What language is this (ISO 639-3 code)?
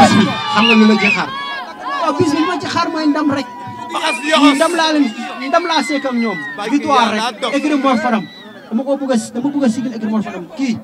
wol